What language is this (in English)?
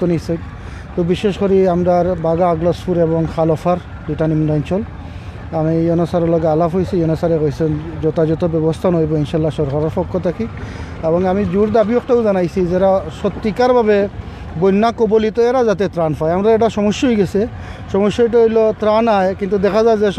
Sylheti